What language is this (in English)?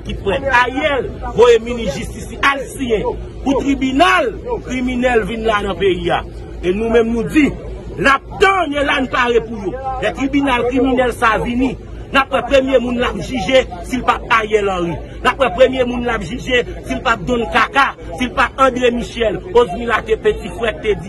Haitian Creole